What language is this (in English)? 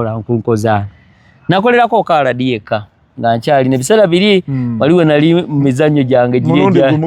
Ganda